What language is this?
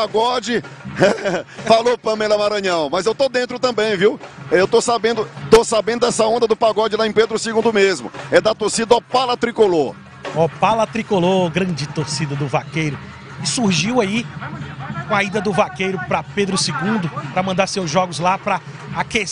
Portuguese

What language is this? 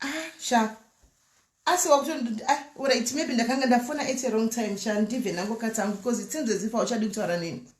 Shona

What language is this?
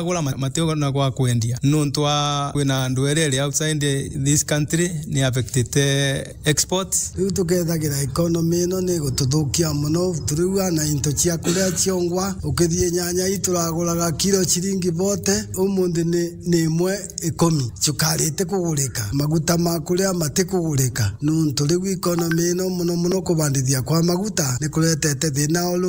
Meru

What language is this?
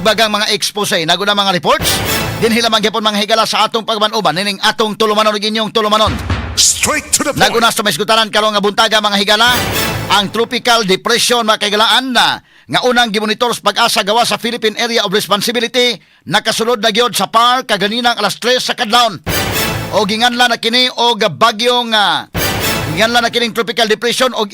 Cebuano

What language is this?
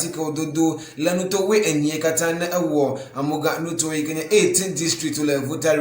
Ewe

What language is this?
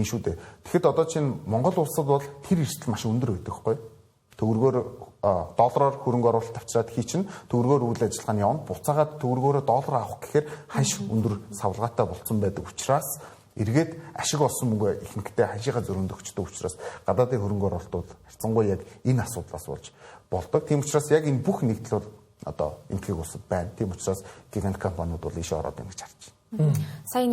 Mongolian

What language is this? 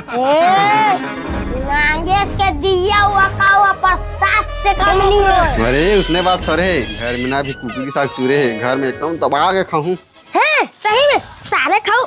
Chhattisgarhi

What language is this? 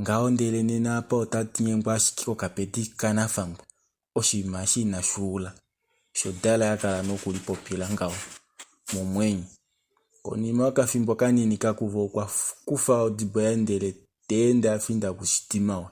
Kuanyama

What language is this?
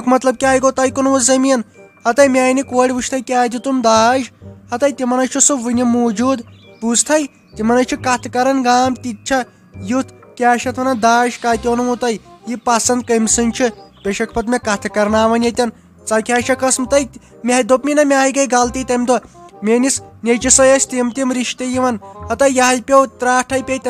Kashmiri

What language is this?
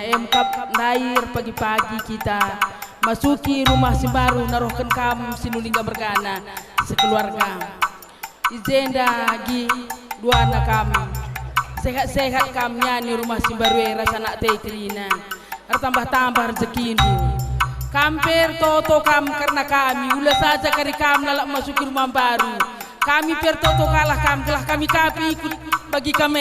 Batak Karo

